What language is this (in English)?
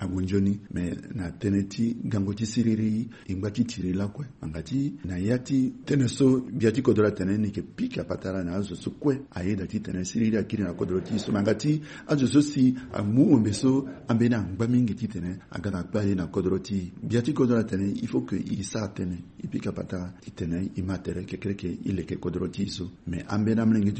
Sango